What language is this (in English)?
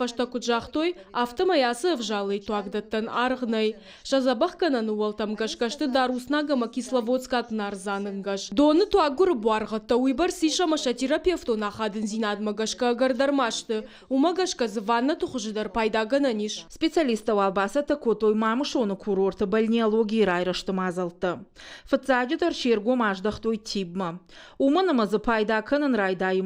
Ossetic